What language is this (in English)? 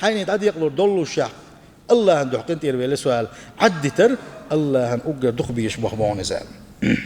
Chechen